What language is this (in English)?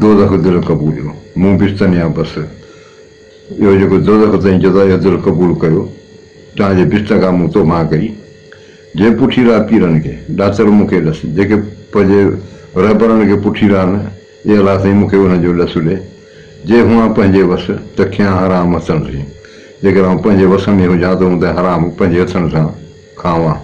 Sindhi